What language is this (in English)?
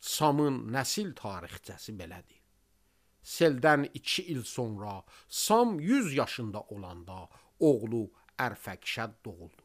Azerbaijani